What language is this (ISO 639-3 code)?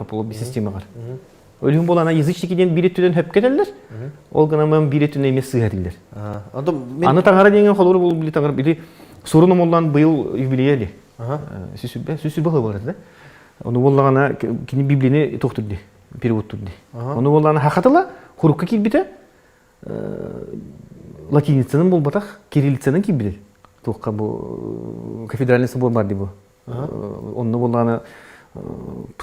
sah